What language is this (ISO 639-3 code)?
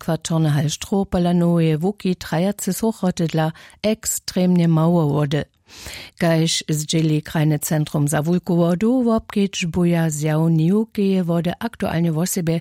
hsb